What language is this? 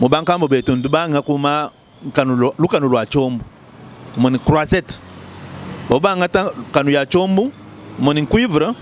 Luba-Lulua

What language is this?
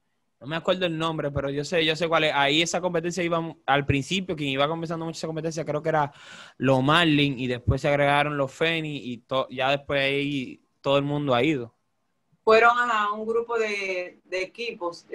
Spanish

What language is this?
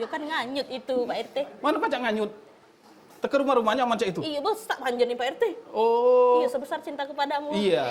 Musi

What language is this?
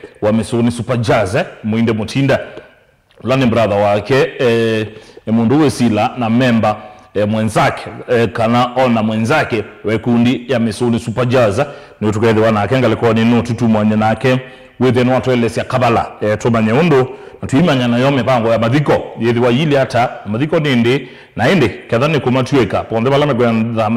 Kamba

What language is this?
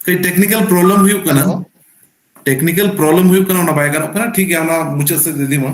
Santali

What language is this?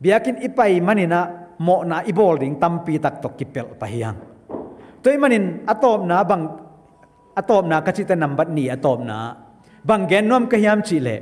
Tedim Chin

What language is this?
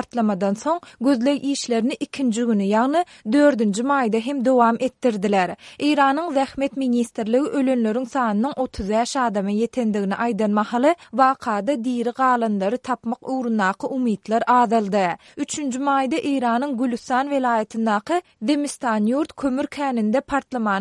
Turkmen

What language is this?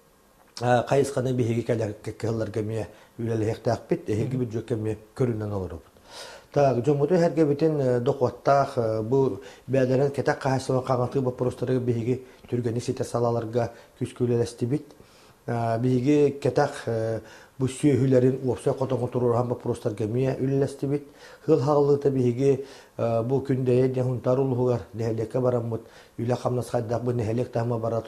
Yakut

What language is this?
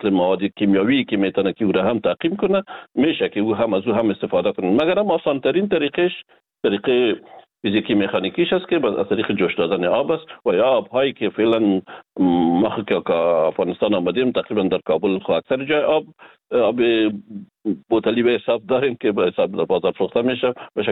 Persian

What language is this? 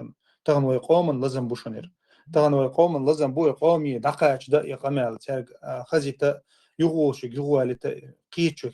Chechen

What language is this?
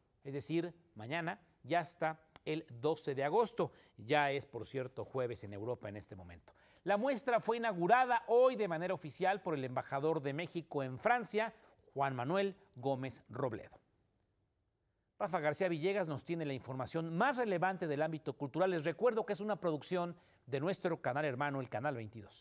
Spanish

